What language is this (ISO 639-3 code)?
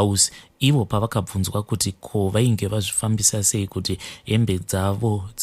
sna